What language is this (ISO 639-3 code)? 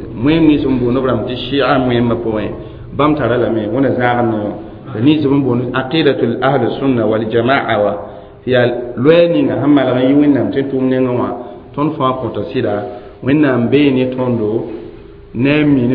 mos